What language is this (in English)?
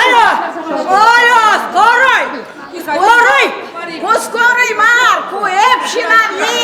Chuvash